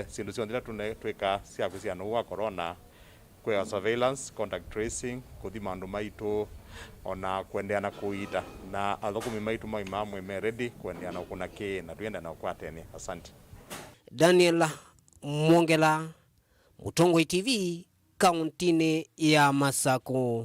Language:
Kamba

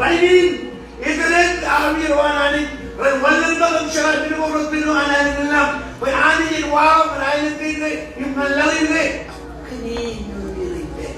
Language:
Marshallese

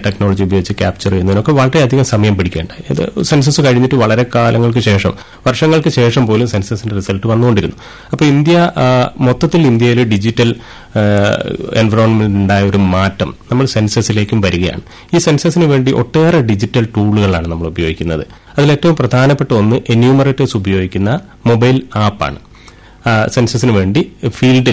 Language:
Malayalam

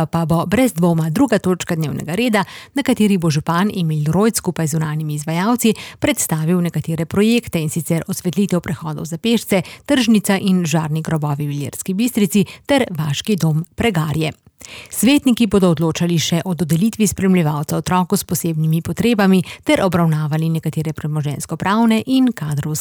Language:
Slovenian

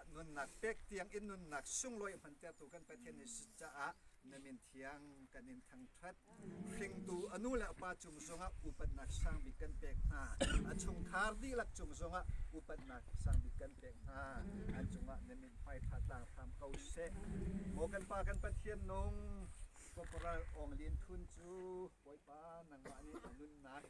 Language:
Hakha Chin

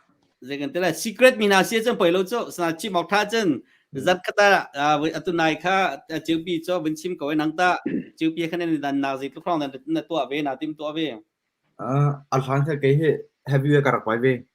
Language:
Hakha Chin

